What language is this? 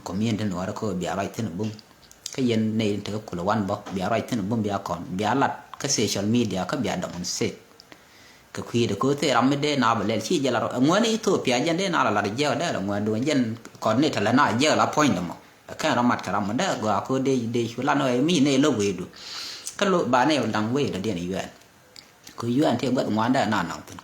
Nuer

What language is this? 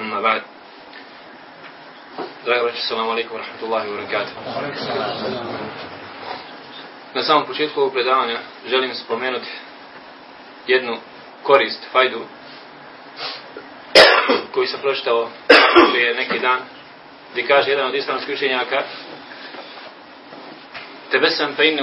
Bosnian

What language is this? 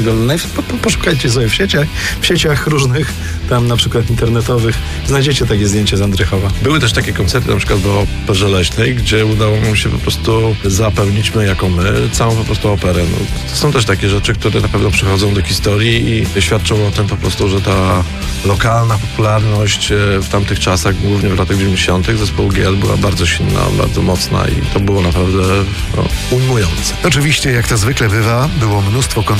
Polish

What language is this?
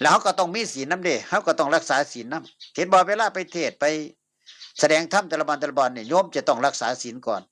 Northeastern Thai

